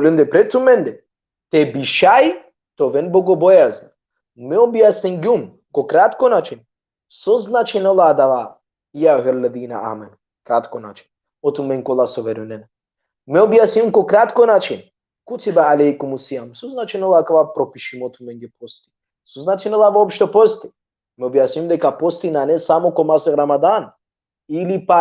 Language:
Balkan Romani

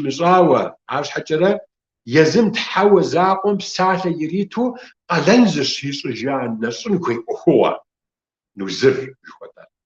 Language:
Kabardian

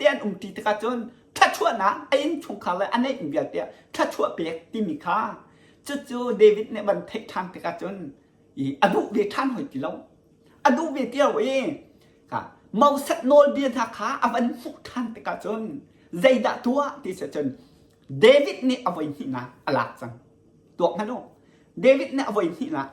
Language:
Hakha Chin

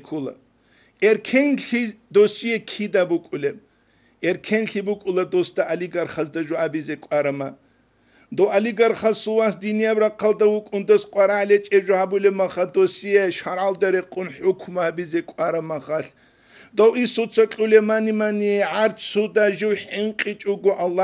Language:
Avaric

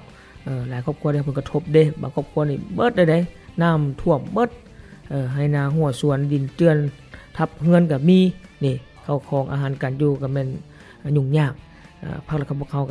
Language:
Lao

